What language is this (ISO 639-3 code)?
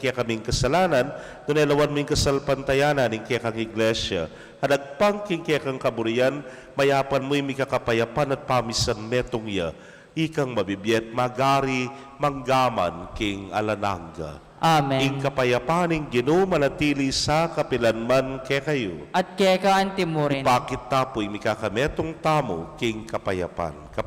pam